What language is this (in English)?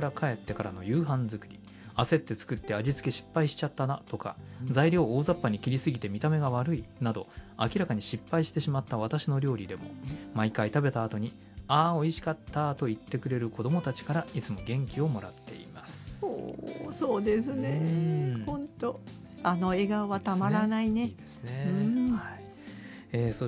Japanese